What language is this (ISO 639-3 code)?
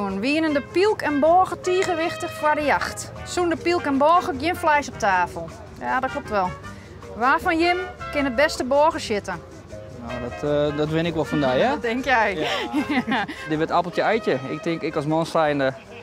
fry